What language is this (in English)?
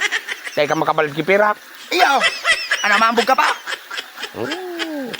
Bikol